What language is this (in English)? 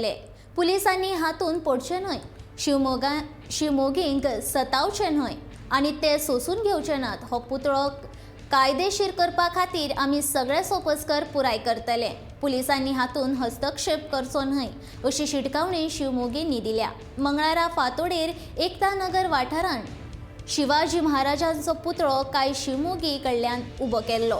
Konkani